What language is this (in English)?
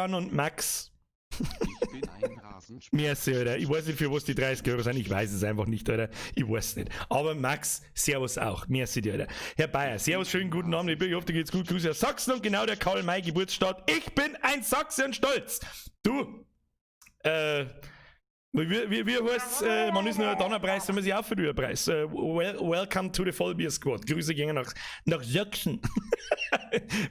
Bavarian